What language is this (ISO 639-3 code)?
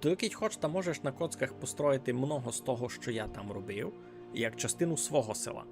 rue